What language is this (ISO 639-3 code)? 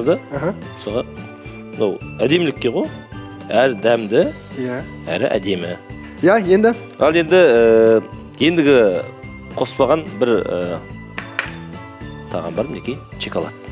kaz